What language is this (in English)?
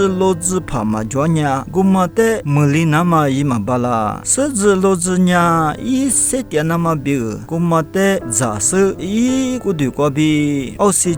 Lisu